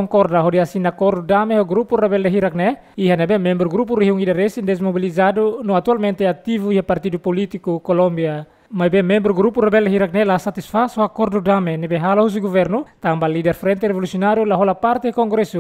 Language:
Tetum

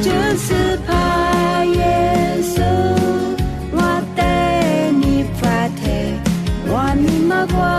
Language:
Lisu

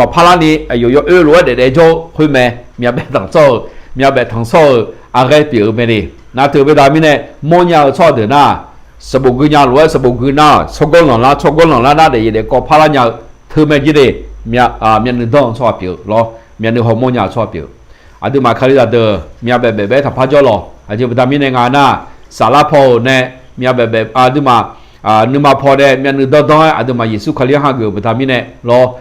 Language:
Akha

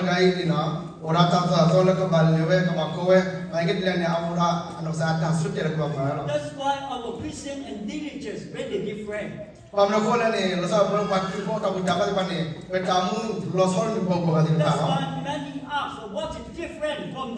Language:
S'gaw Karen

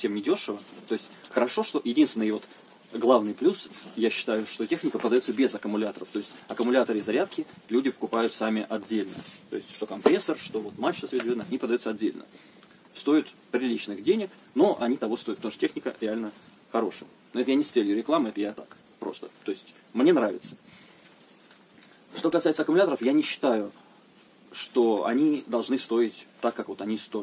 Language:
Russian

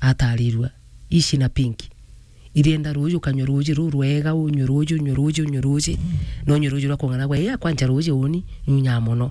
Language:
Meru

